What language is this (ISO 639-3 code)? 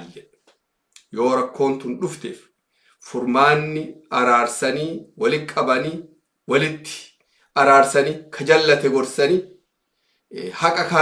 orm